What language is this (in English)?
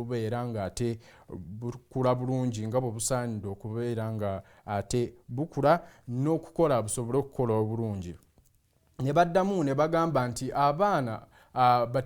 Ganda